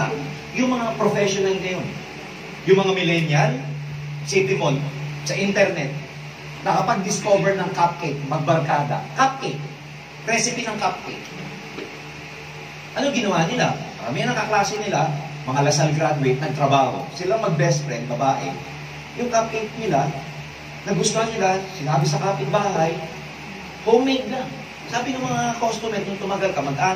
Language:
Filipino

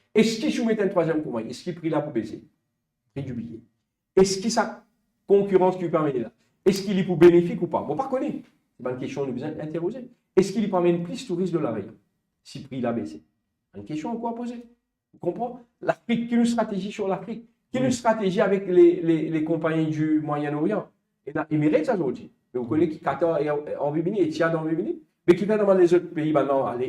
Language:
Morisyen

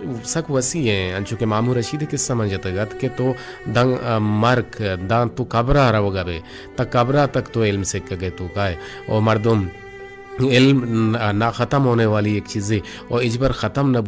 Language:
Eastern Balochi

